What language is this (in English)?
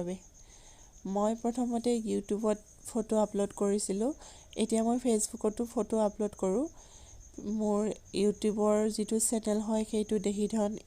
Assamese